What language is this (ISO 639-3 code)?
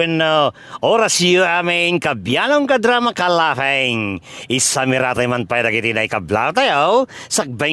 ilo